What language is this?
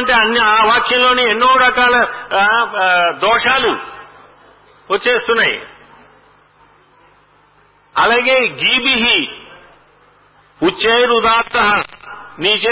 Telugu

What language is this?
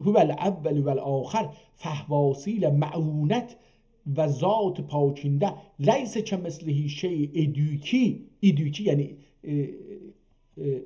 South Azerbaijani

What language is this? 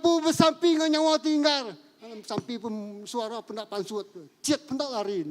Iban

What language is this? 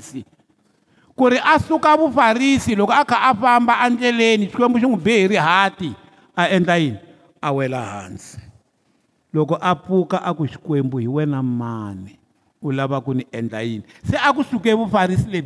Tsonga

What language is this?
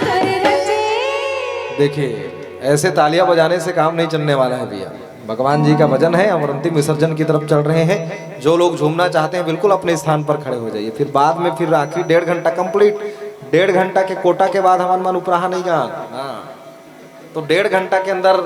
Chhattisgarhi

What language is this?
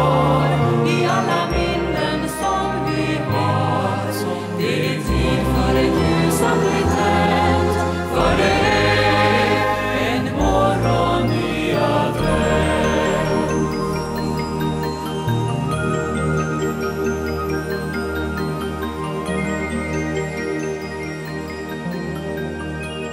Swedish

